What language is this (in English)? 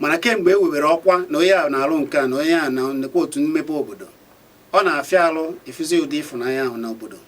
Igbo